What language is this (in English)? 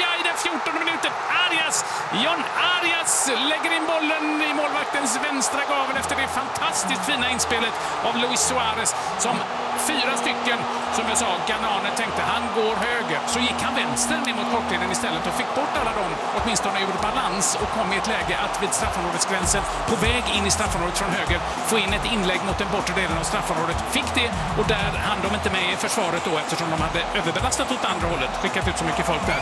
Swedish